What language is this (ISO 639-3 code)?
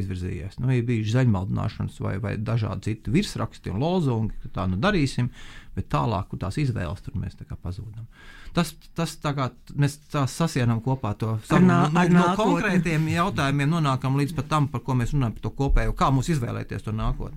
lav